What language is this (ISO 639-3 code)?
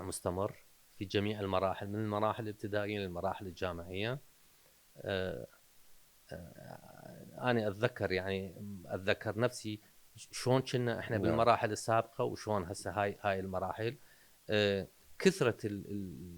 acm